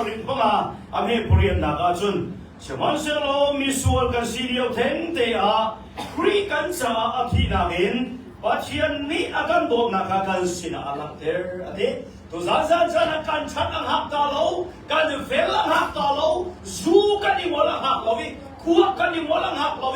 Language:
Hakha Chin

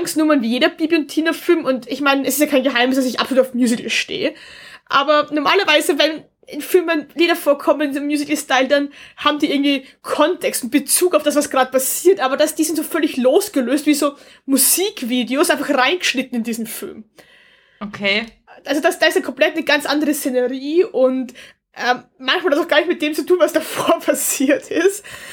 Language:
German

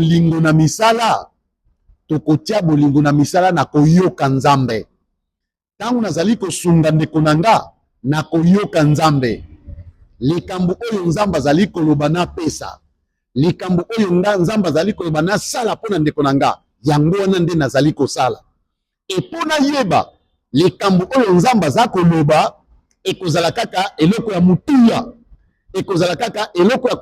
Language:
Lingala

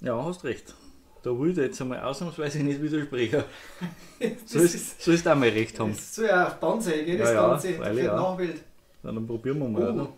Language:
Bavarian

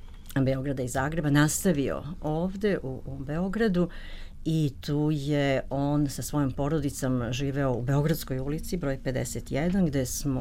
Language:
Serbian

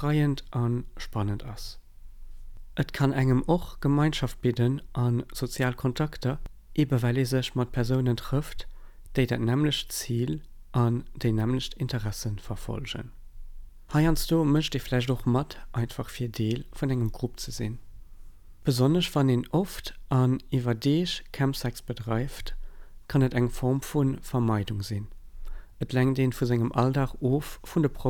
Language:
Luxembourgish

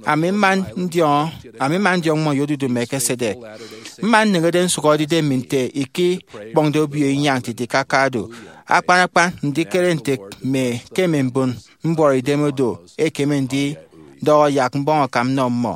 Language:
Efik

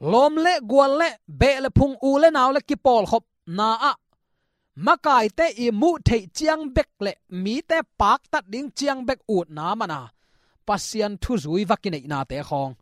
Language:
Tedim Chin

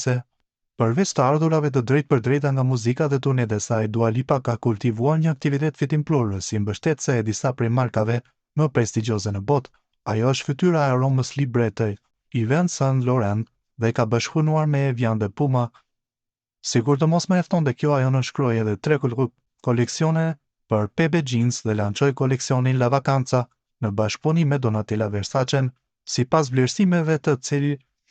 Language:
Albanian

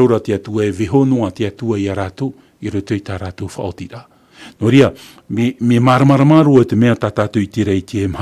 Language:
Tahitian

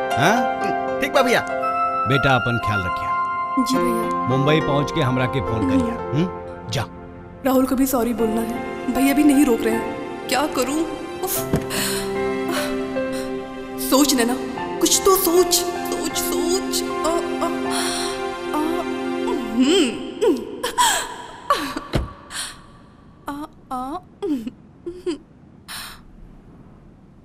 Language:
Bhojpuri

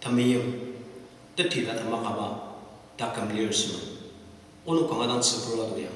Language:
Ao Naga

